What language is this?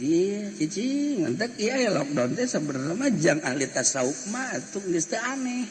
Sundanese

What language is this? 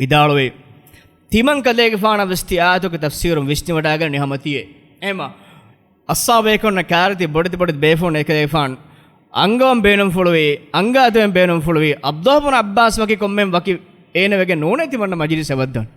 Divehi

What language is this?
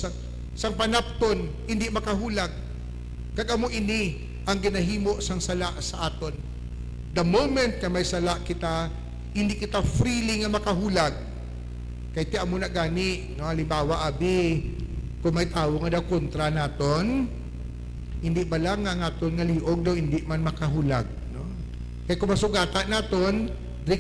Hiligaynon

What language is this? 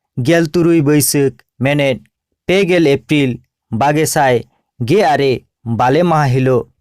Santali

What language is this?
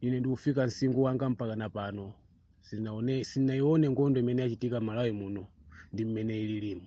Nyanja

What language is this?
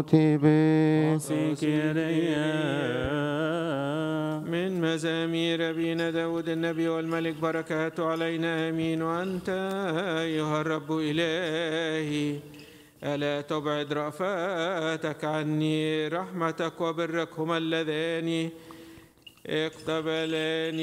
Arabic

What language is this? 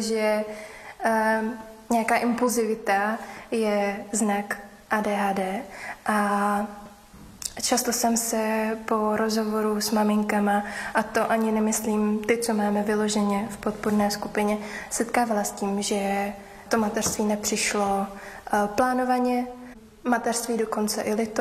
Czech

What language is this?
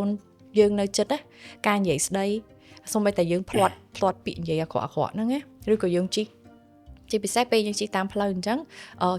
Khmer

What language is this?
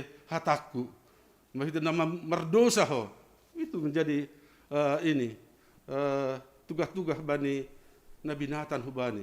Batak Simalungun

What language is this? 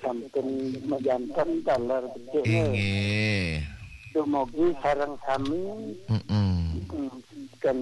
Balinese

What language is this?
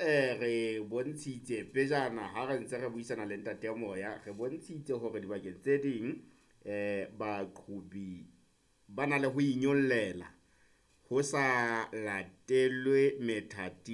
Southern Sotho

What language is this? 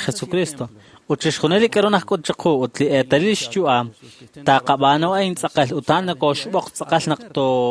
Kekchí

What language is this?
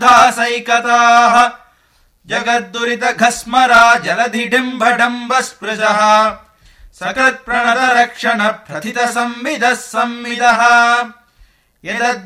Sanskrit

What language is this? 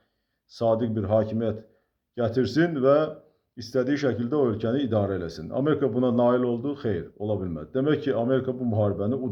Azerbaijani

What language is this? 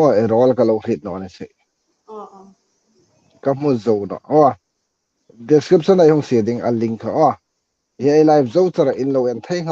Hmar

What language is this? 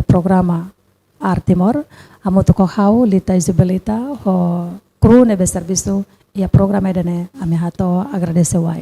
Tetum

